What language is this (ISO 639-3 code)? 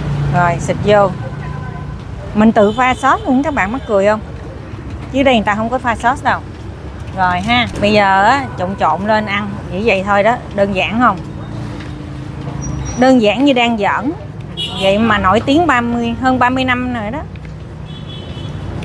vie